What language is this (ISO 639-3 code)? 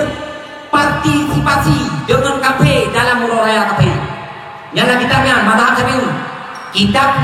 ace